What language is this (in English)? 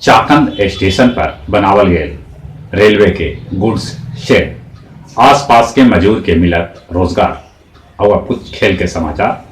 Magahi